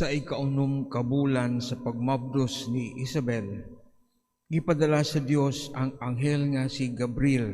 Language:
Cebuano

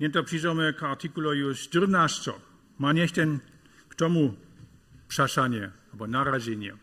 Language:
Upper Sorbian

